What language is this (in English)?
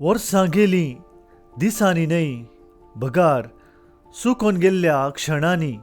Konkani